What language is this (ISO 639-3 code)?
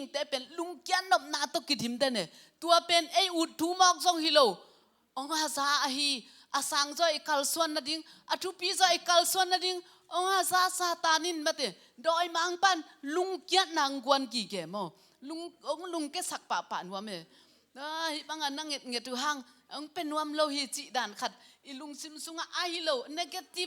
ctd